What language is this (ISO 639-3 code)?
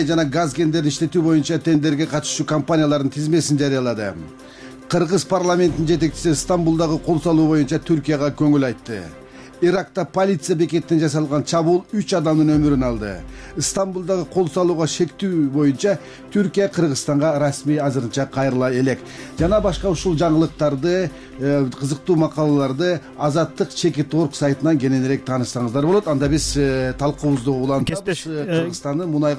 kir